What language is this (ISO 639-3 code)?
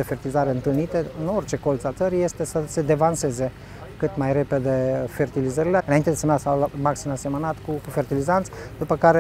ron